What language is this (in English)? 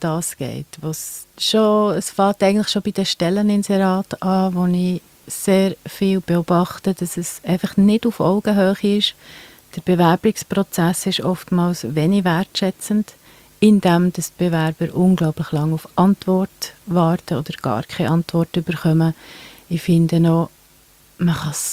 German